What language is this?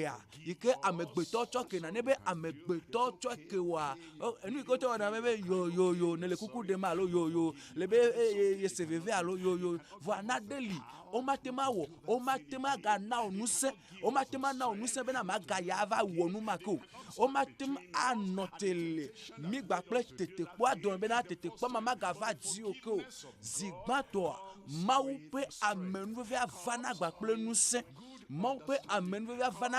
Ewe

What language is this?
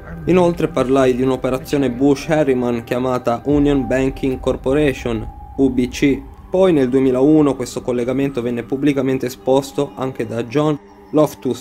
Italian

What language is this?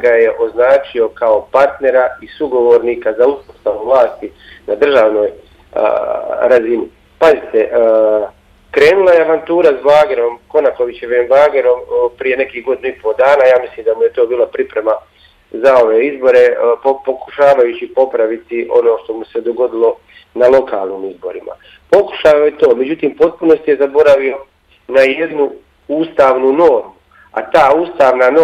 Bosnian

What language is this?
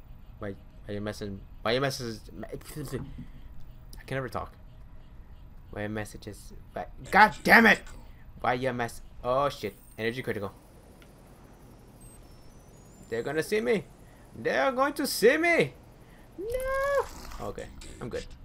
English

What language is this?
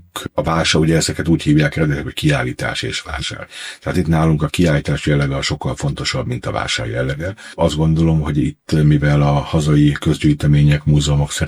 Hungarian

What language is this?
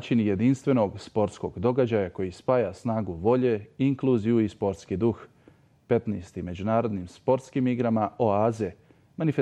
Bosnian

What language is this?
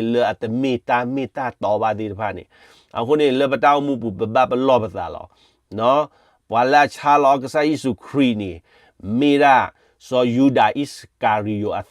S'gaw Karen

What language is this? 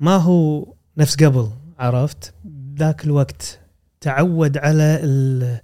Gulf Arabic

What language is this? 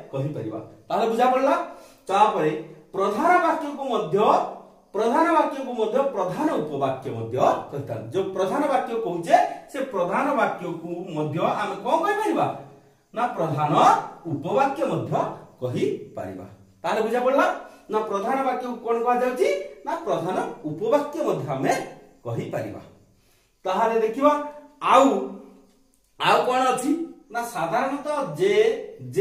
Odia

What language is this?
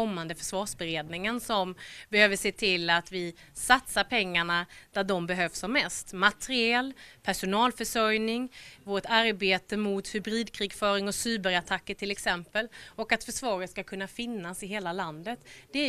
Swedish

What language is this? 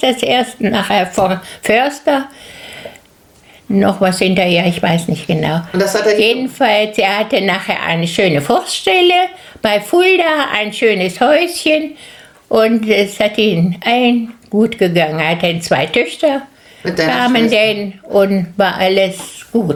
German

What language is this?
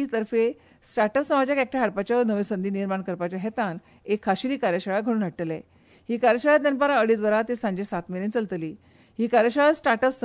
Konkani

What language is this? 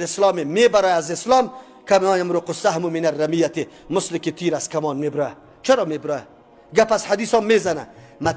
Persian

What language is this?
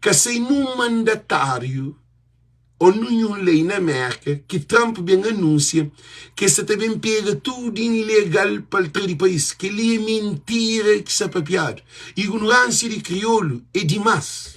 Kabuverdianu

